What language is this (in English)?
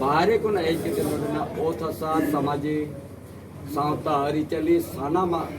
Santali